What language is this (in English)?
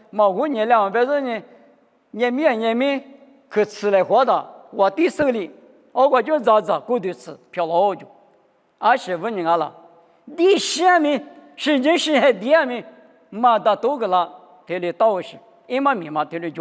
Lisu